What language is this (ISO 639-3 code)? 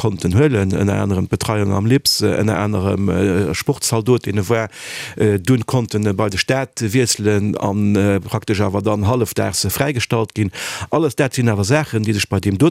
ltz